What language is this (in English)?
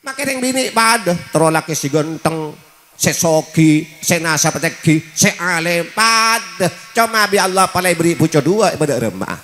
Madurese